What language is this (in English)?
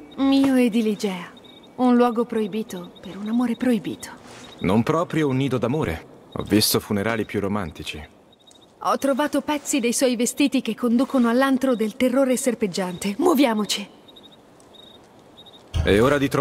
Italian